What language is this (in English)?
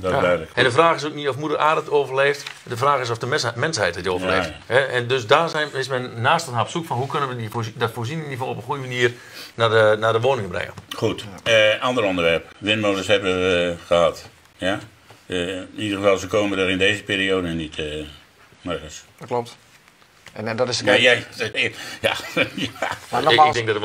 Dutch